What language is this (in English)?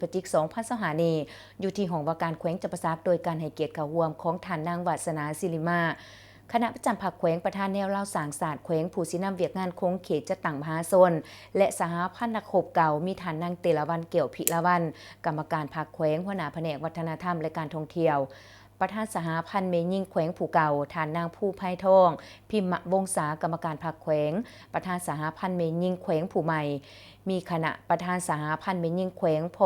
Lao